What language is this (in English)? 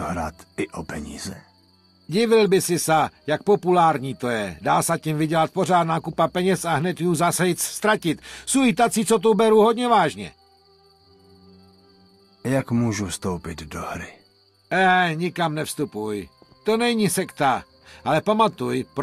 Czech